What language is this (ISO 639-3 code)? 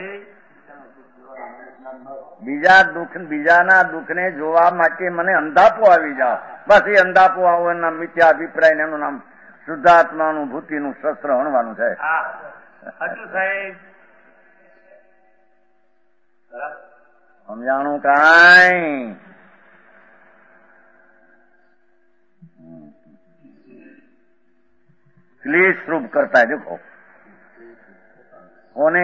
guj